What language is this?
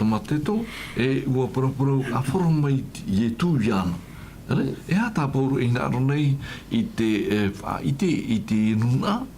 Tahitian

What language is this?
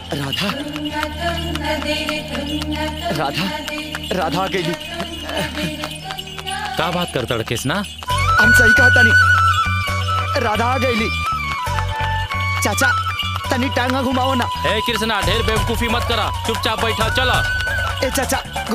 Bhojpuri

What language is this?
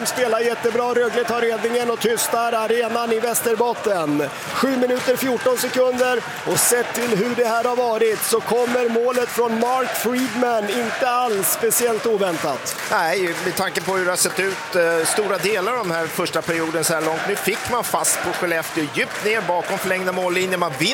Swedish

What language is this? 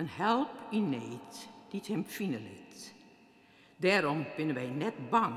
Western Frisian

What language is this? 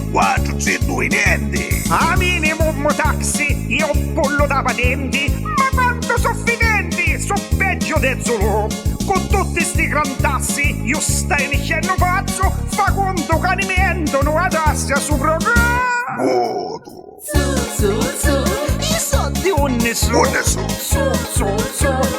Neapolitan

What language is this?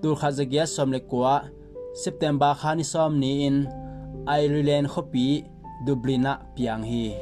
Tedim Chin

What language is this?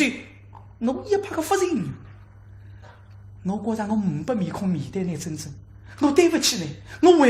Wu Chinese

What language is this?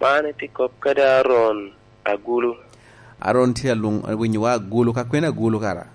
Lango (Uganda)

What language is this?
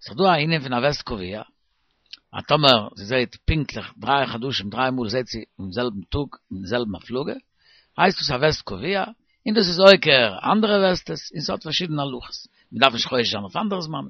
Yiddish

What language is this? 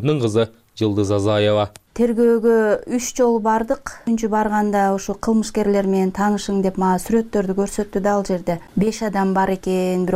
Kyrgyz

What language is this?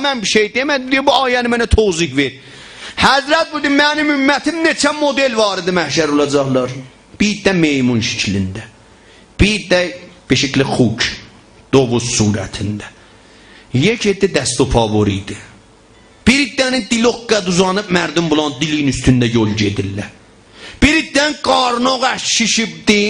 South Azerbaijani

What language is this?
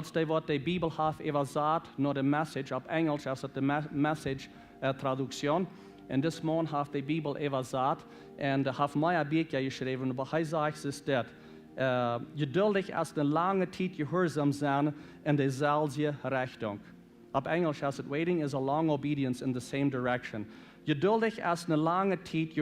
Plautdietsch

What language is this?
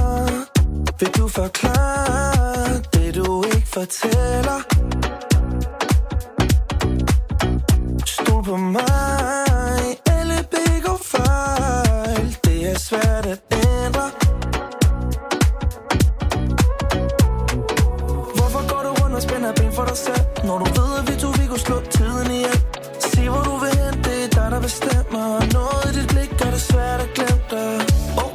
Danish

